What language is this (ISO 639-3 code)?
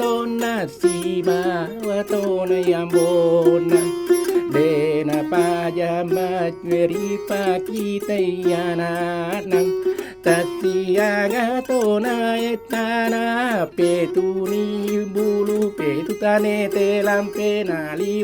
bug